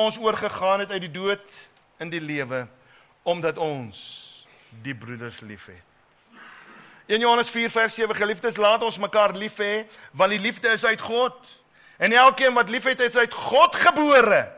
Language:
Afrikaans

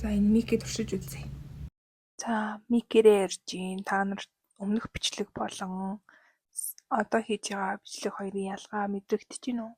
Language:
Mongolian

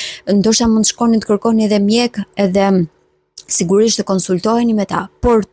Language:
Albanian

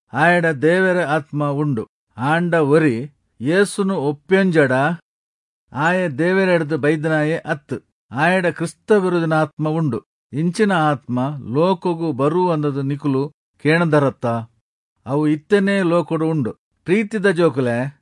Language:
Tulu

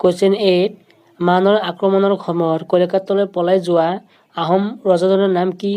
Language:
Assamese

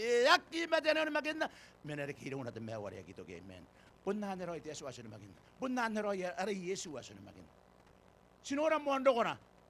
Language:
Gilbertese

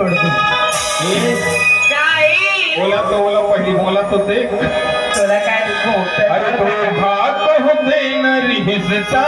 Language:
Chhattisgarhi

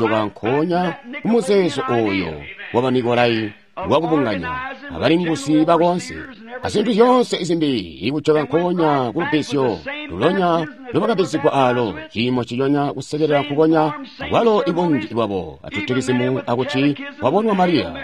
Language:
Tonga (Zambia)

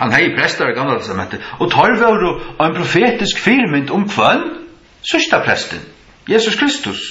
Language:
Faroese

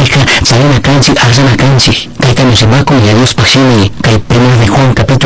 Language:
Chimborazo Highland Quichua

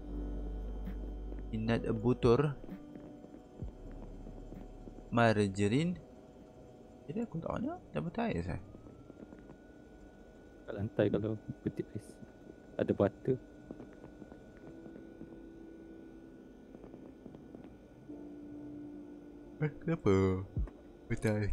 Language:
Malay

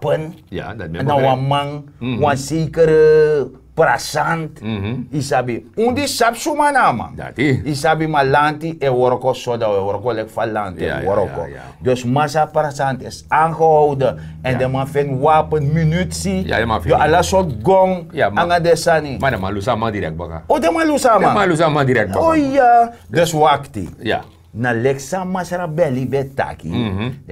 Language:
Sranan Tongo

